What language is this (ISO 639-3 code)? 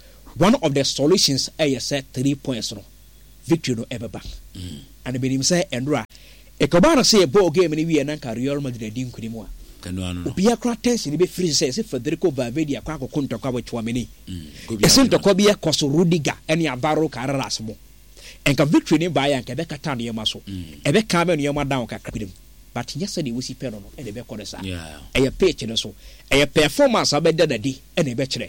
aka